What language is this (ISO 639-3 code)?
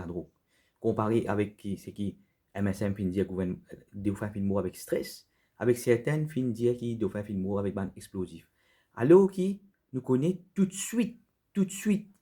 mfe